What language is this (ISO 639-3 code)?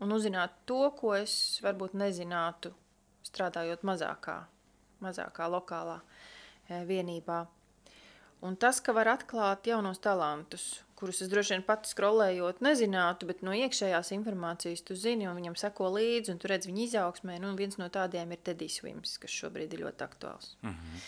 lav